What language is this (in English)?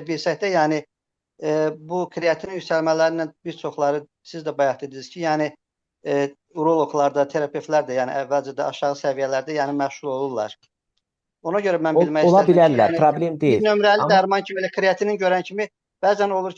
Azerbaijani